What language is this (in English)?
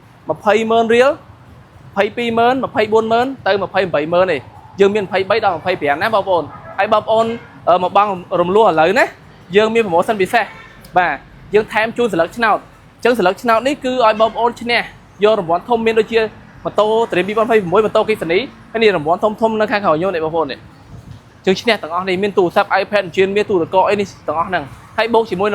Khmer